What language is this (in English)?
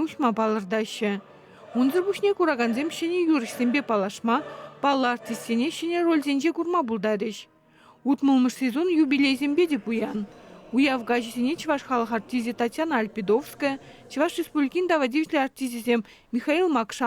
Chuvash